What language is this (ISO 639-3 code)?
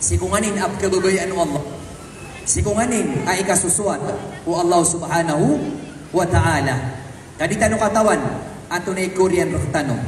mrw